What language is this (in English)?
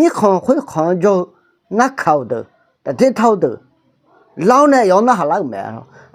Akha